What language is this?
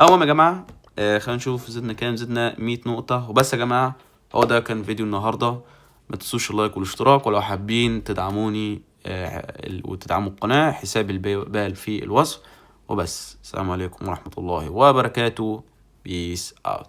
Egyptian Arabic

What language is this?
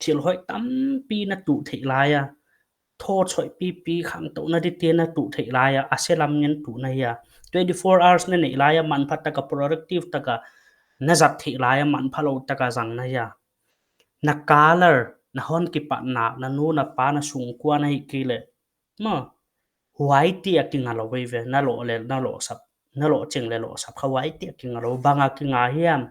Paite Chin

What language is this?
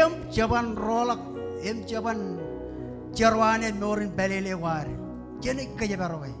Marshallese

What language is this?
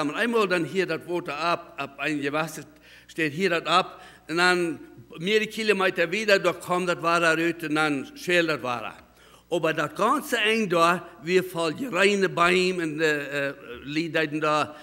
Plautdietsch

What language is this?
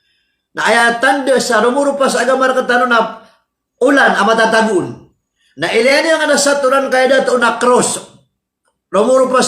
Maranao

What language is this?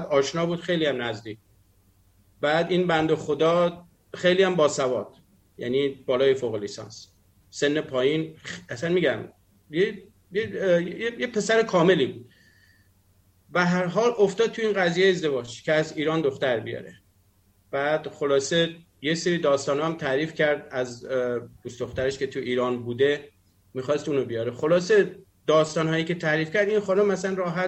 Persian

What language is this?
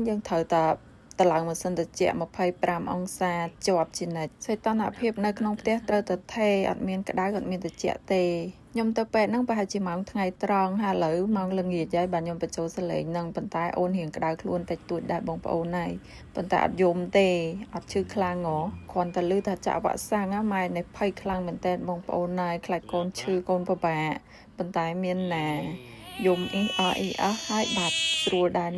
Khmer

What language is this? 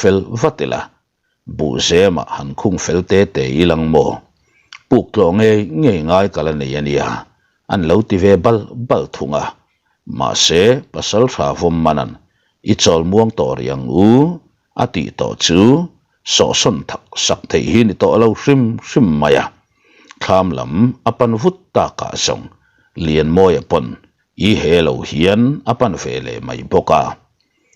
Mizo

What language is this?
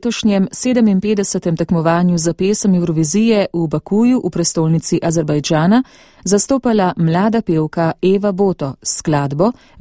Slovenian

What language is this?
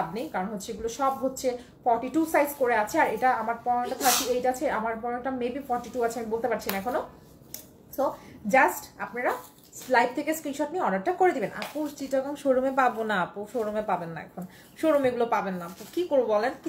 Bangla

